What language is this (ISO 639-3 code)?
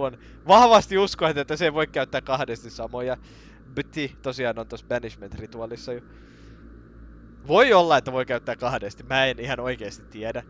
fin